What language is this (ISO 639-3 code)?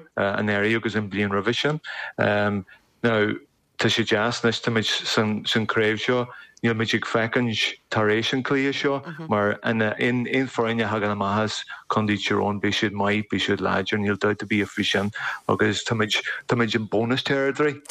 gle